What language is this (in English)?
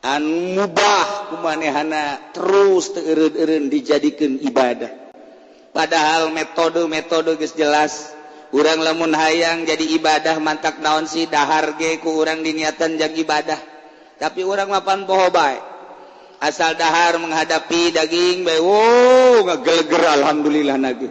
Sundanese